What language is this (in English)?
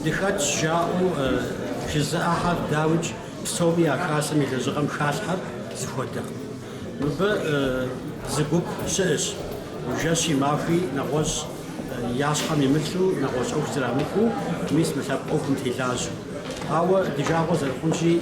Kabardian